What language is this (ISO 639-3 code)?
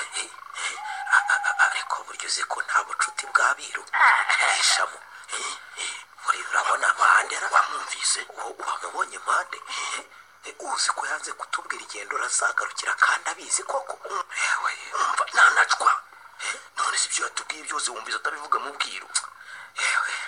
kin